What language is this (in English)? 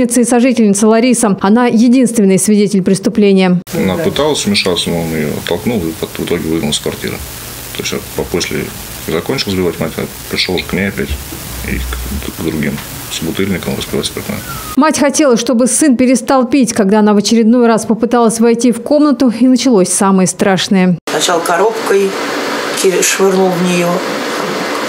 Russian